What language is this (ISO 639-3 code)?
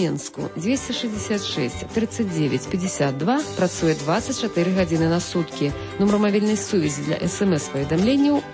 bel